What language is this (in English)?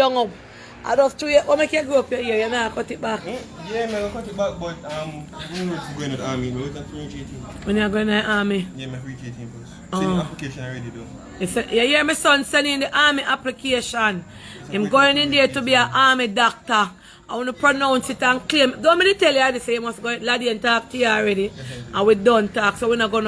Jamaican Creole English